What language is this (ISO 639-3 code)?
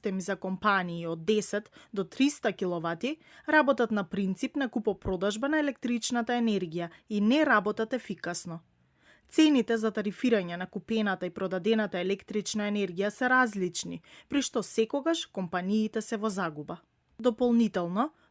mkd